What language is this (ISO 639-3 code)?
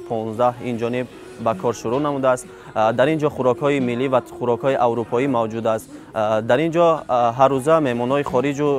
tgk